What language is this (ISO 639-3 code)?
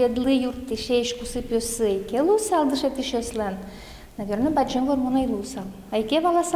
udm